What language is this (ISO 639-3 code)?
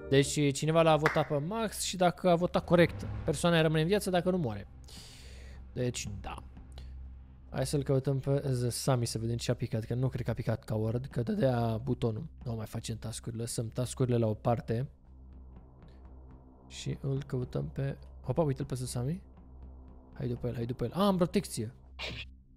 ron